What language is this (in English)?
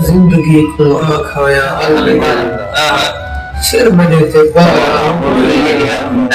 Saraiki